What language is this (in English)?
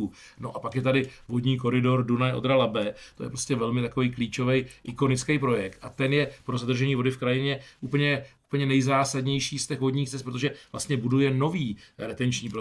Czech